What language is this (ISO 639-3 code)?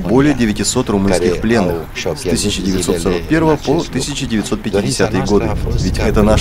rus